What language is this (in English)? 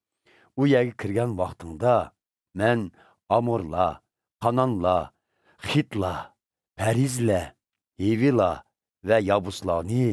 Uyghur